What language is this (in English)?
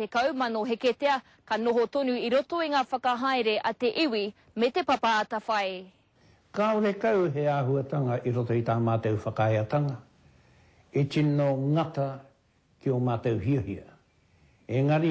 Māori